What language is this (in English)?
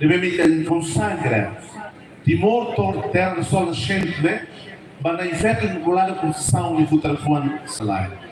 Tetum